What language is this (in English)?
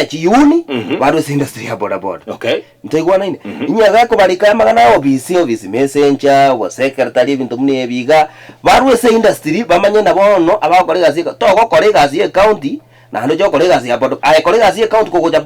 Gusii